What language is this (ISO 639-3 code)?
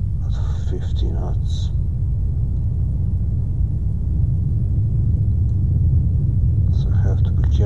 eng